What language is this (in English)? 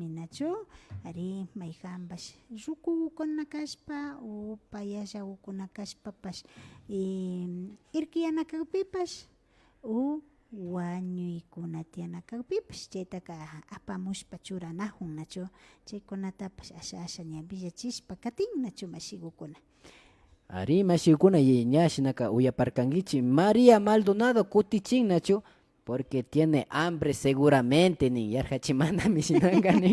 Imbabura Highland Quichua